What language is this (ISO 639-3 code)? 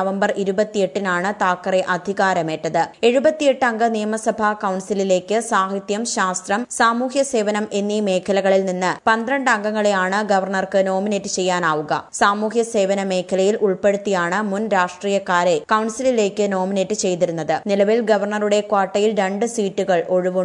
mal